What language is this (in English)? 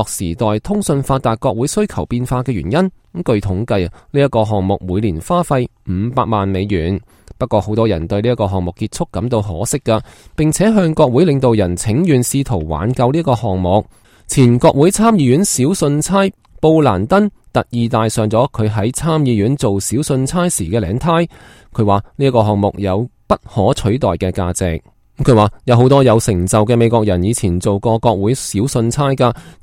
Cantonese